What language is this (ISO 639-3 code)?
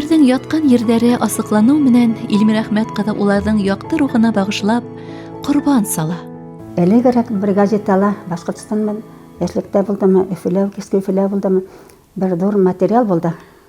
bak